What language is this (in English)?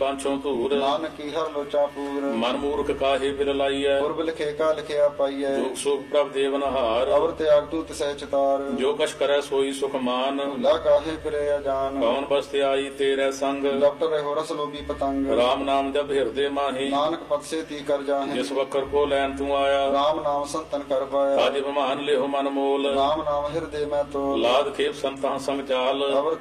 Punjabi